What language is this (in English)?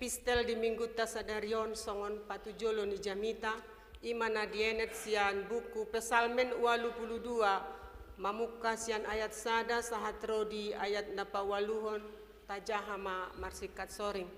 Batak Toba